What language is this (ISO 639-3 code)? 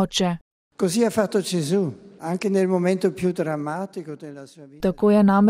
slv